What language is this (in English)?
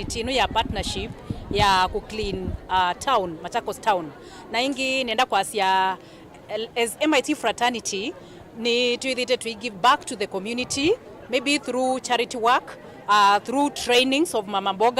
Kamba